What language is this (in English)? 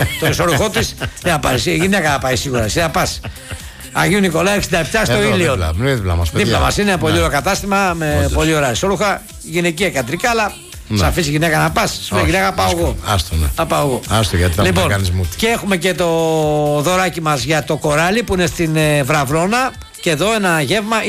Greek